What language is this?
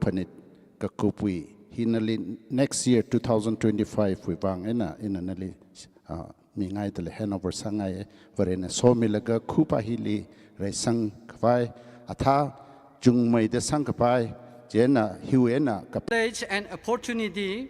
Tangkhul Naga (India)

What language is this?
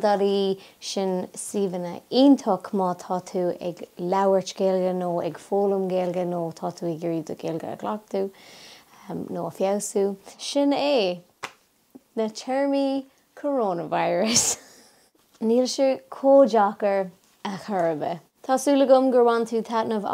Irish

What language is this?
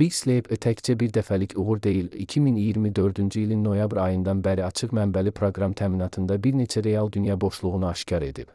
Azerbaijani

